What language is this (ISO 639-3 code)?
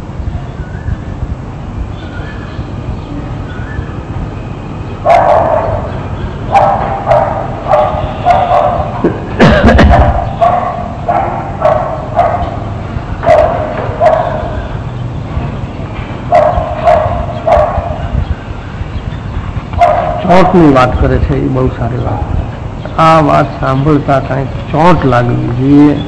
guj